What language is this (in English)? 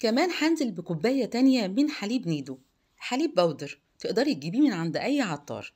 Egyptian Arabic